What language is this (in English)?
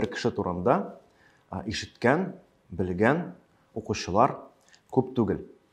Tatar